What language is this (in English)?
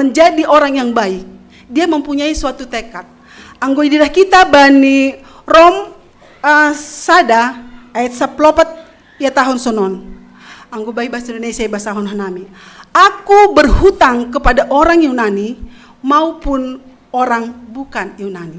Batak Simalungun